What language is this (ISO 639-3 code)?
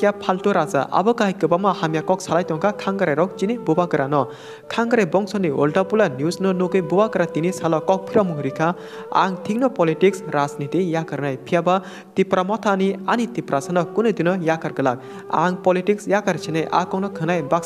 trp